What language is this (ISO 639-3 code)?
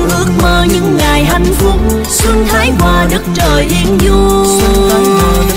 vie